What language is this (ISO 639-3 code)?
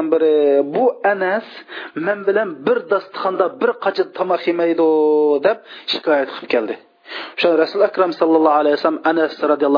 uig